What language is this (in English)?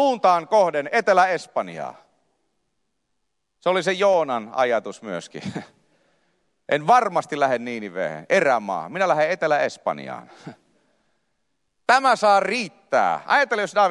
Finnish